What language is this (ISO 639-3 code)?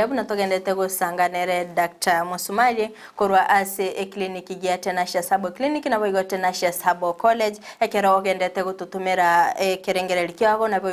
guz